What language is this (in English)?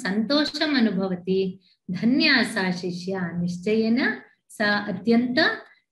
Sanskrit